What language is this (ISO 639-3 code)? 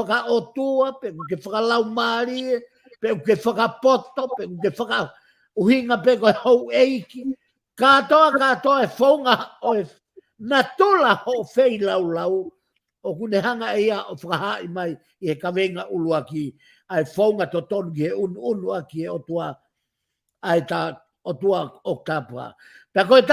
ton